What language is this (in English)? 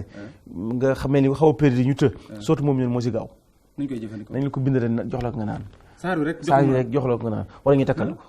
Wolof